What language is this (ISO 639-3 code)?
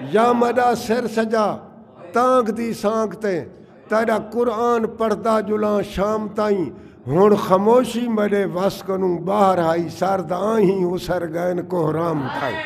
skr